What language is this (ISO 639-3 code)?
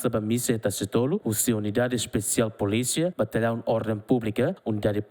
tet